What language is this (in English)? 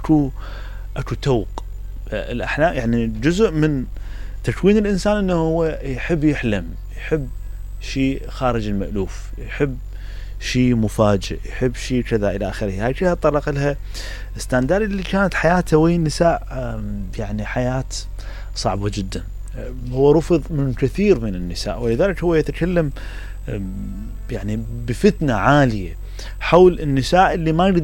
Mesopotamian Arabic